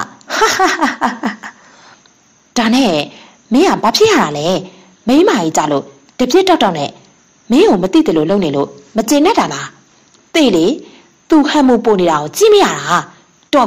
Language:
Burmese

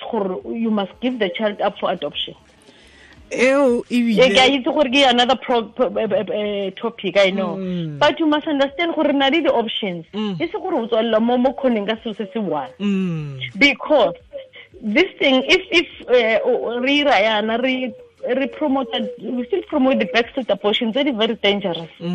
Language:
Tswana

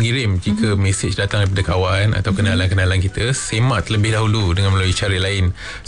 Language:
Malay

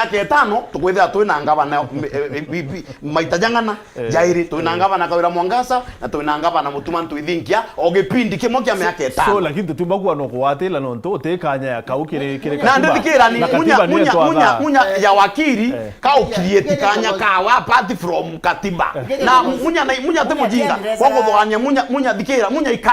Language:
Meru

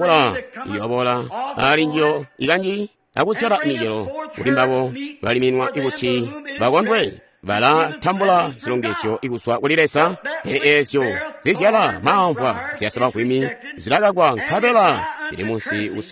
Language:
Tonga (Zambia)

